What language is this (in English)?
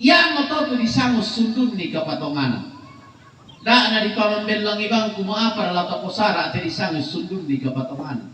Toraja-Sa'dan